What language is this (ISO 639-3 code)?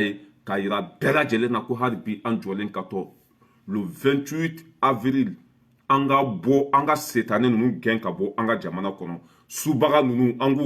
bam